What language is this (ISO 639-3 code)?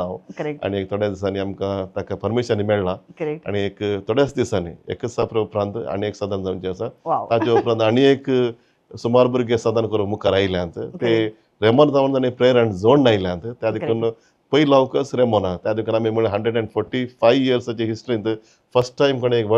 kok